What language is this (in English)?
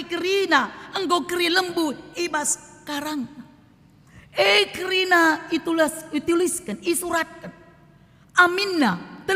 Batak Karo